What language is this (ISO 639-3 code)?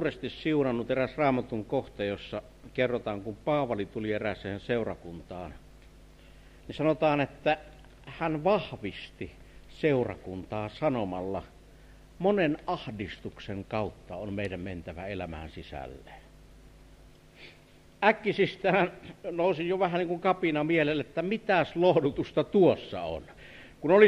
fin